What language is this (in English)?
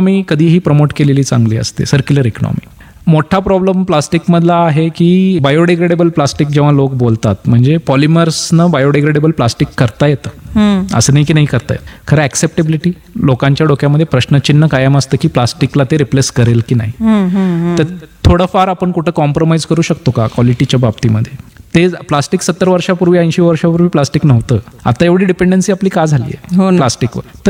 Marathi